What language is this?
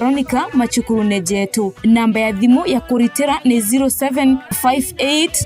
Meru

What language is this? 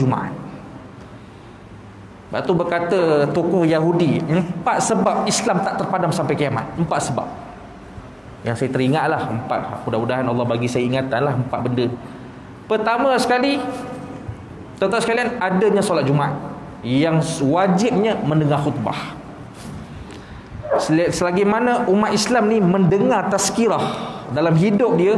Malay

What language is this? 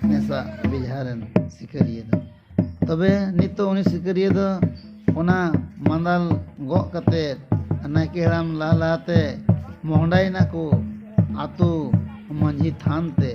Santali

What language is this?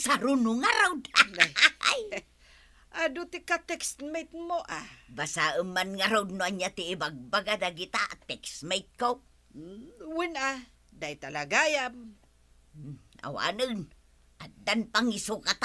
Iloko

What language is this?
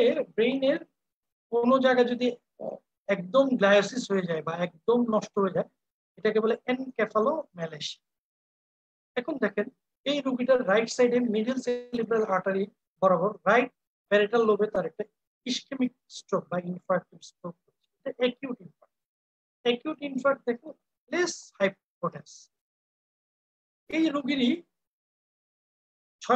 Bangla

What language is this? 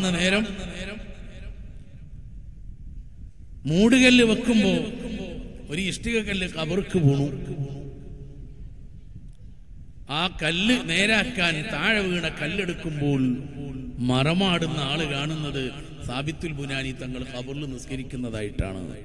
Malayalam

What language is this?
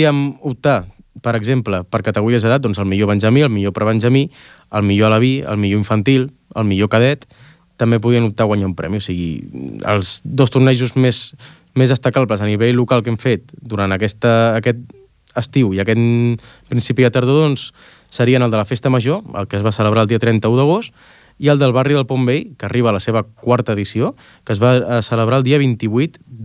Catalan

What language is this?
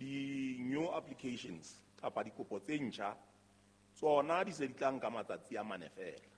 Southern Sotho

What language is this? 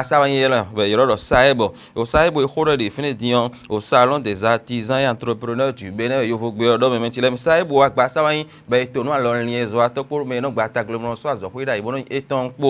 Fon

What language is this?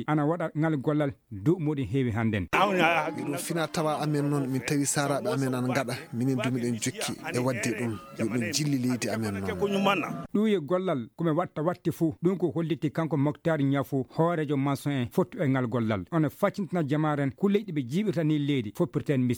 Fula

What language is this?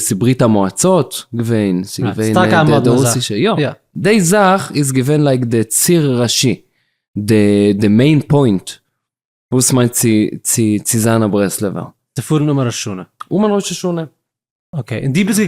Yiddish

